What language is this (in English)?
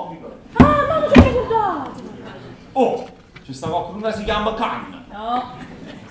Neapolitan